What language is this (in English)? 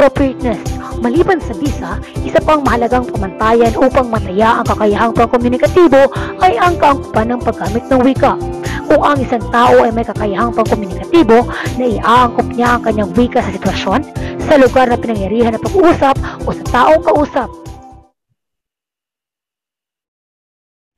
Filipino